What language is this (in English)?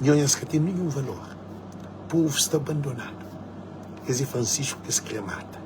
Kabuverdianu